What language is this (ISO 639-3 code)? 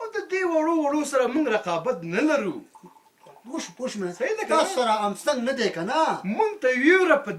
pus